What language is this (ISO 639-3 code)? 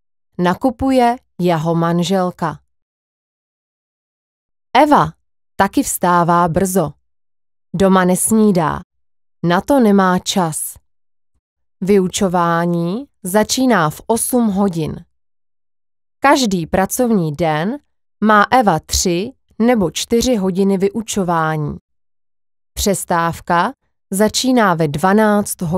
ces